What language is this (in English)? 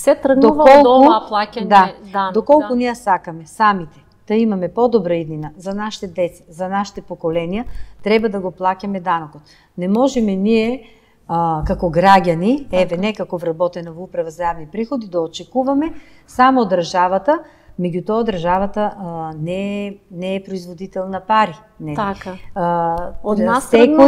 Macedonian